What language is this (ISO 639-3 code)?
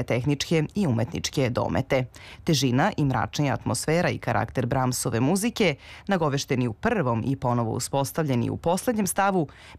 srp